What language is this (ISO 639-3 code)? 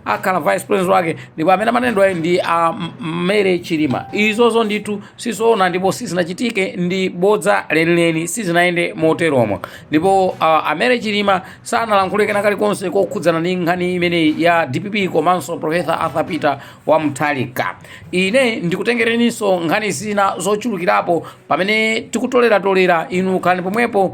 nya